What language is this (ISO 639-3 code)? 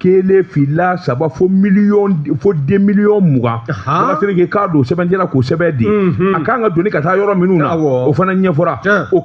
bam